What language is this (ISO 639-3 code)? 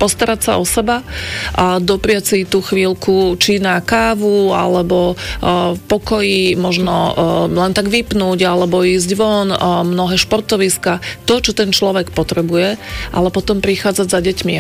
slk